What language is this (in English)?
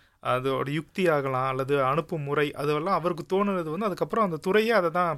Tamil